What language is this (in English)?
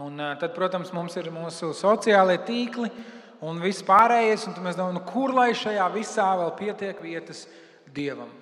Latvian